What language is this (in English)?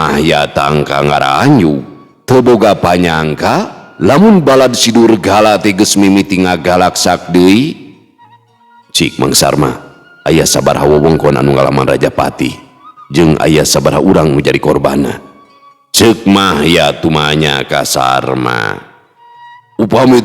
Sundanese